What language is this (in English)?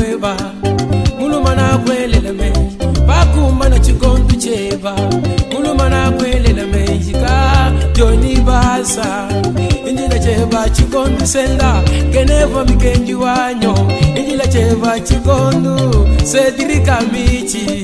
Luba-Lulua